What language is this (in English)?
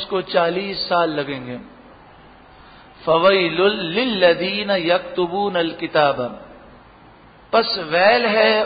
Urdu